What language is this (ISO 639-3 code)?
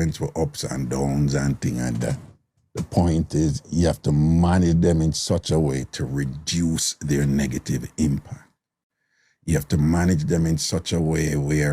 jam